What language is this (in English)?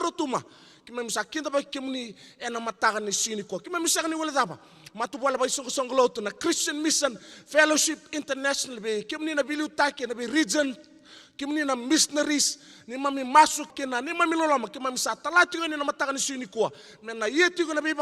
Fijian